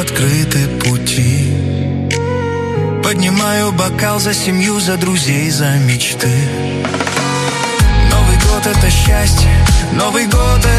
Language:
Russian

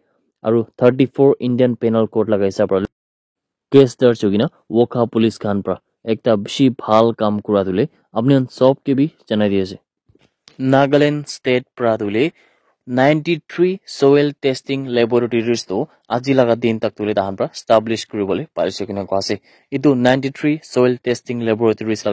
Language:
Naga Pidgin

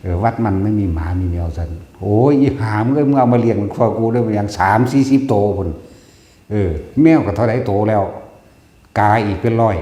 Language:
Northeastern Thai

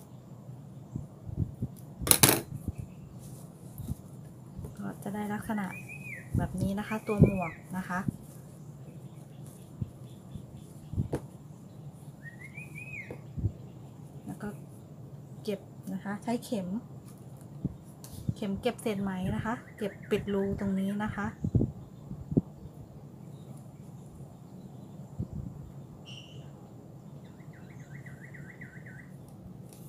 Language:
Thai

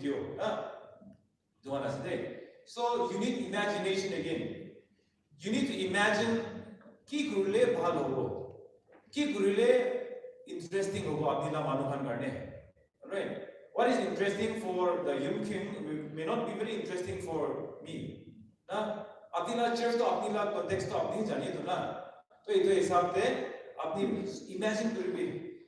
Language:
Naga Pidgin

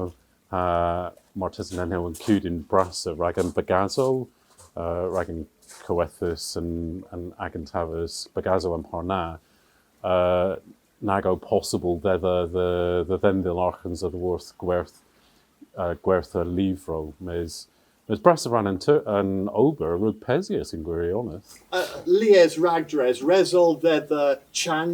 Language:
Cornish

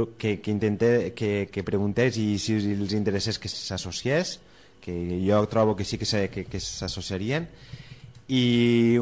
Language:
Catalan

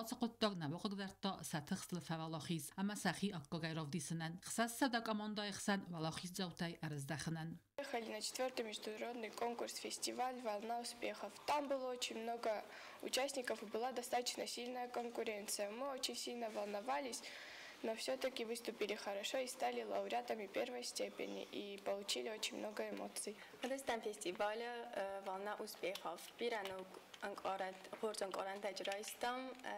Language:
Ossetic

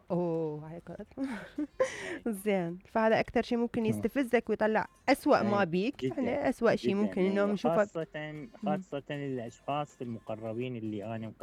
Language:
Mesopotamian Arabic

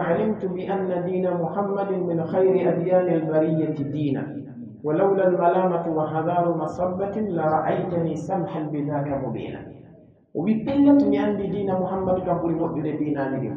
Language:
Pular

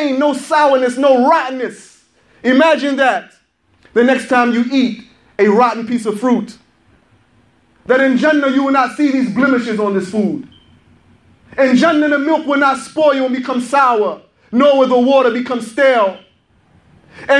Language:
English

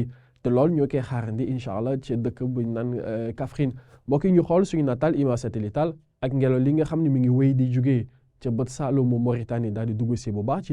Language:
Wolof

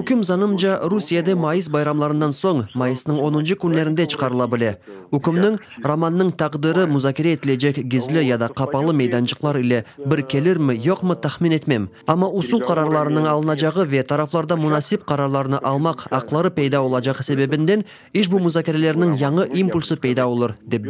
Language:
Crimean Tatar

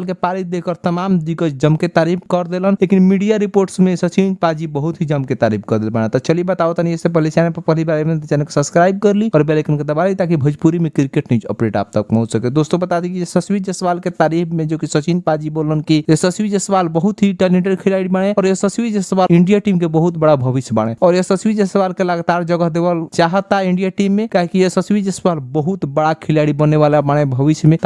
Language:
Bhojpuri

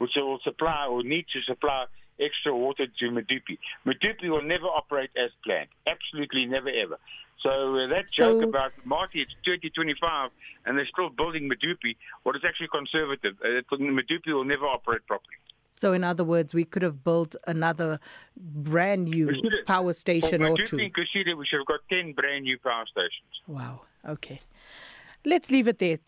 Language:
English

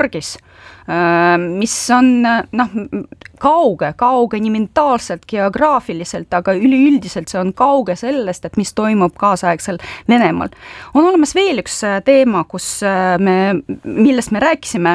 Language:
Estonian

